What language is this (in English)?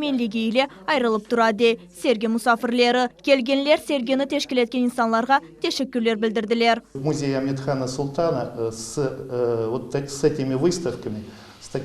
Crimean Tatar